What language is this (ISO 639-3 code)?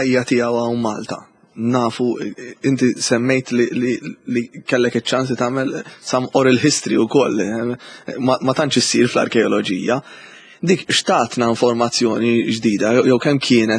mlt